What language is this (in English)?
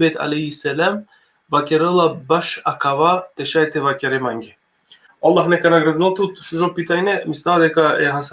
Balkan Romani